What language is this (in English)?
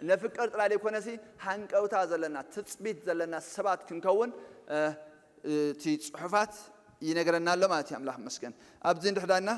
Tigrinya